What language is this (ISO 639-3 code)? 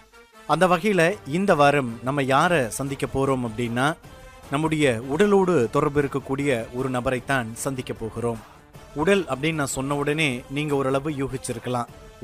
tam